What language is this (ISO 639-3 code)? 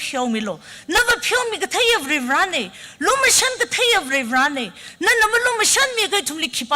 nmf